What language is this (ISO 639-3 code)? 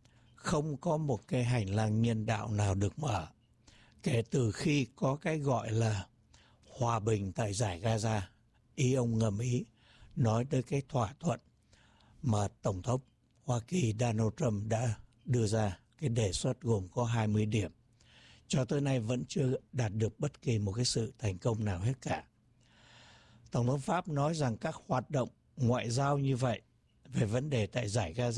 vie